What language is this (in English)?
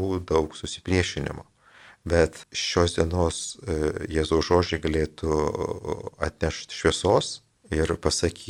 Lithuanian